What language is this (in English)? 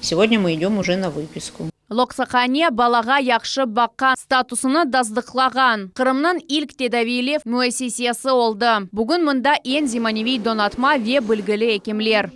Crimean Tatar